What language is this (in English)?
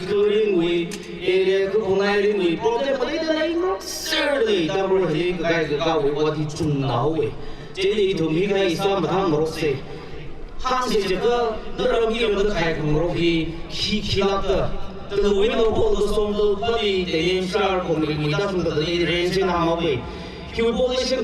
Tangkhul Naga (India)